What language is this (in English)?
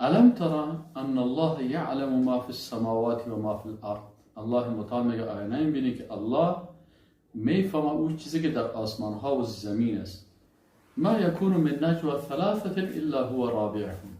Persian